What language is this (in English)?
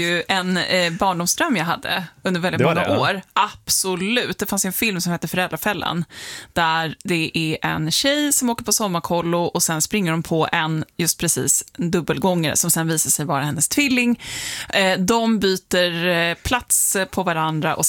Swedish